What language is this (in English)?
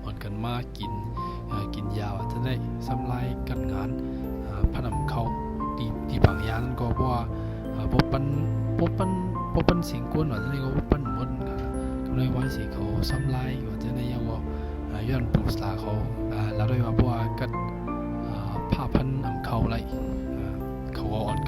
Shan